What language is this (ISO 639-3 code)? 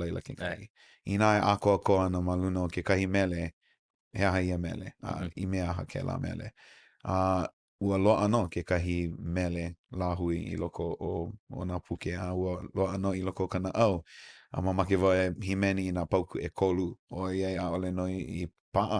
haw